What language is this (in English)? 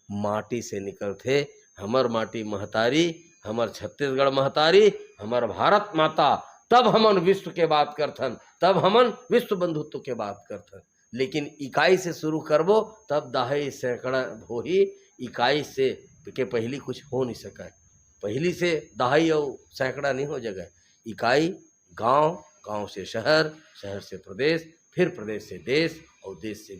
Chhattisgarhi